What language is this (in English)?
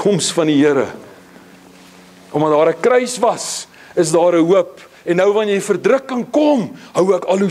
Afrikaans